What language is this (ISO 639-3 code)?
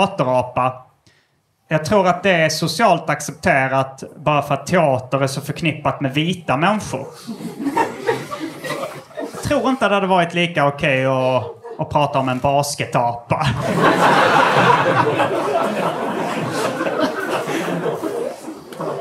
swe